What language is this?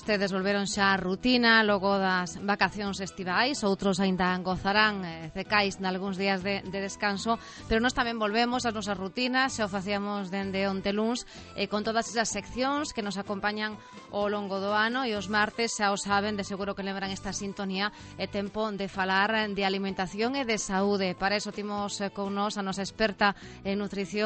Galician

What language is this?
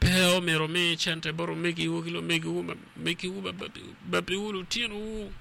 Acoli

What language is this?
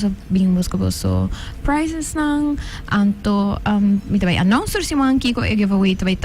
Papiamento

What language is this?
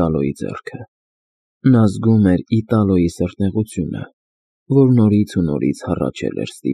Armenian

